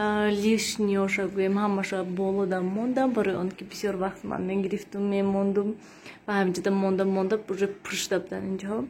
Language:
Tajik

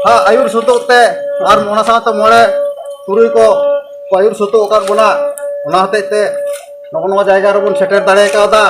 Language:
Santali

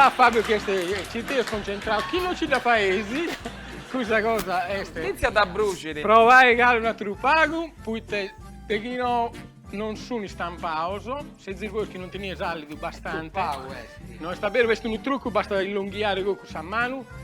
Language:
Sardinian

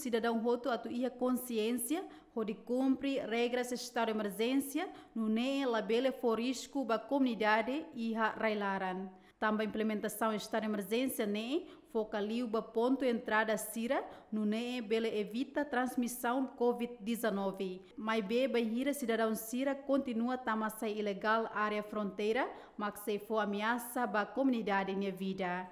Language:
Tetum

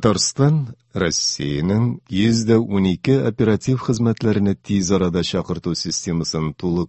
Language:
Tatar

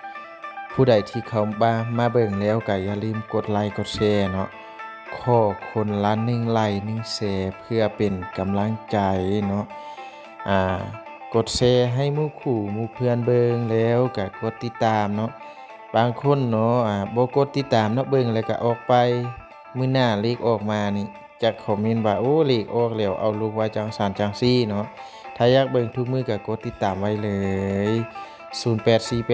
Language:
Lao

